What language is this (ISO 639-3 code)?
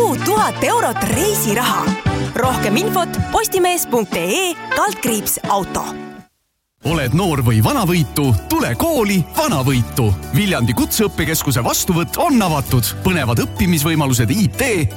est